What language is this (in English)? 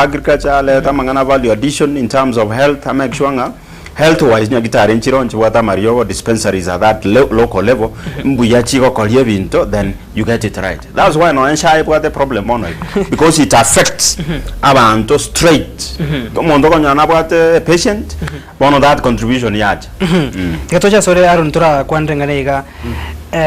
Gusii